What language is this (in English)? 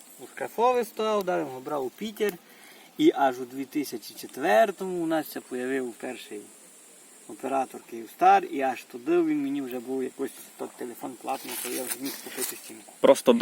Rusyn